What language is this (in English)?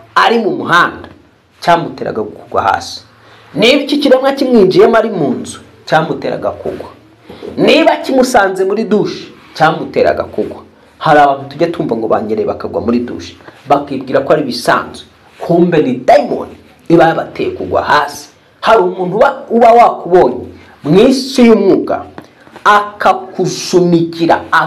Kinyarwanda